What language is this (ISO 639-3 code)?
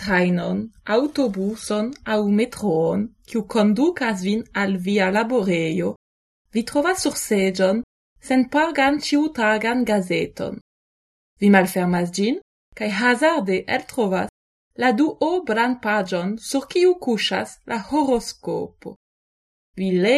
epo